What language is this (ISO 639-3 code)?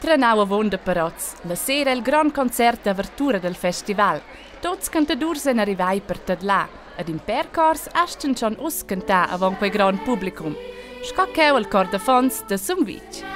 roh